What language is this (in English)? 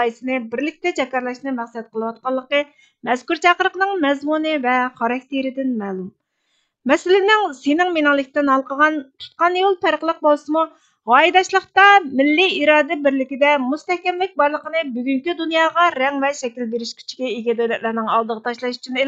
Uyghur